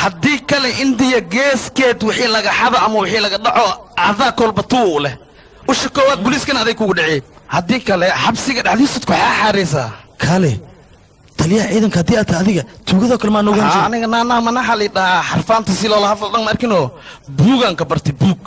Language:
Somali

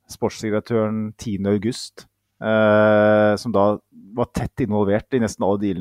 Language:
Norwegian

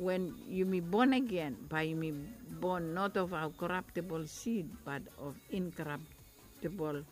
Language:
Bislama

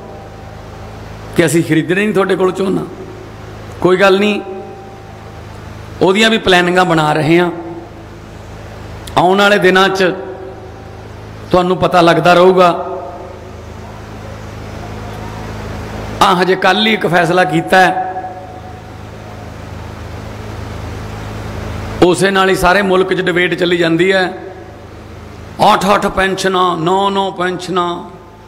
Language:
Punjabi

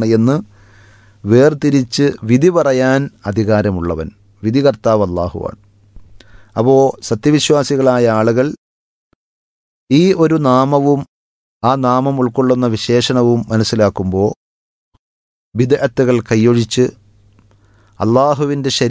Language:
Malayalam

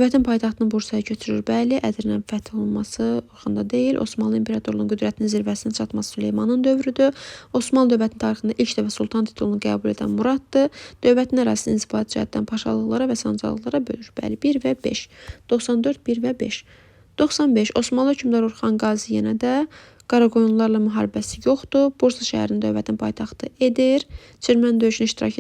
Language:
Azerbaijani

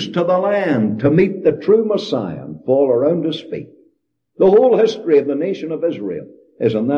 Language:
English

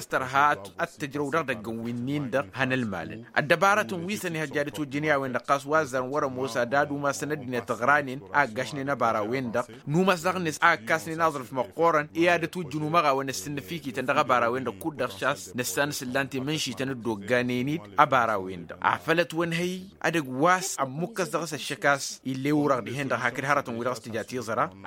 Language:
Tamasheq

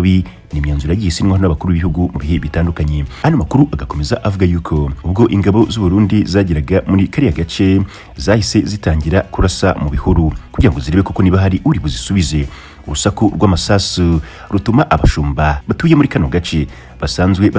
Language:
Kinyarwanda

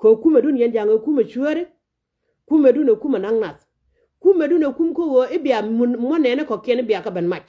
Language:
Nuer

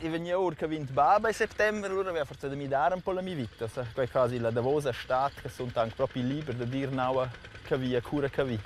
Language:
Romansh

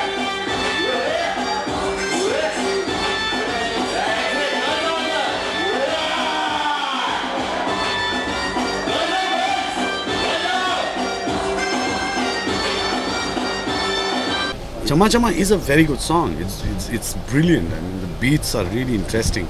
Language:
English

